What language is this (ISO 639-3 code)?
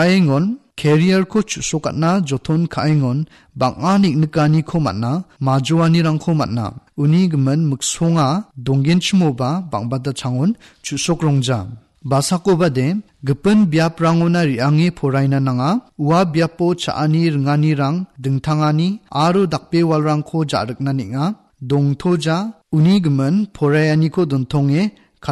grt